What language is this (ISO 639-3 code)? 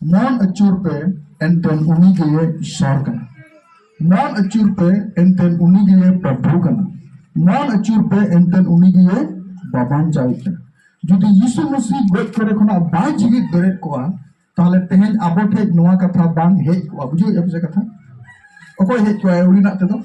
sat